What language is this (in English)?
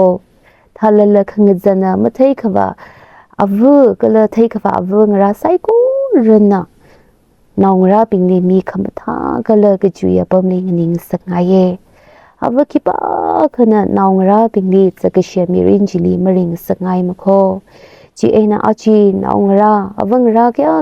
Tangkhul Naga (India)